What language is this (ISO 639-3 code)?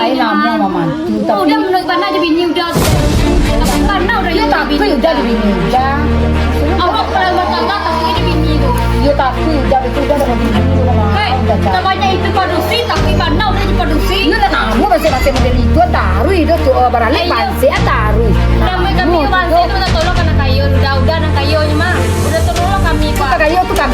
min